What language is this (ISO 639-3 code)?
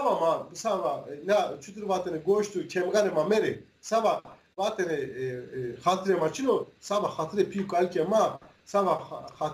zza